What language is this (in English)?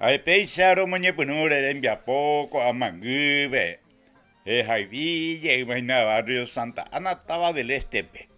Guarani